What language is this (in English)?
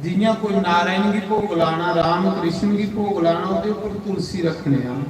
Dogri